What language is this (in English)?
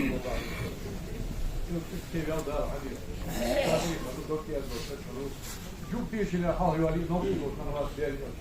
Ingush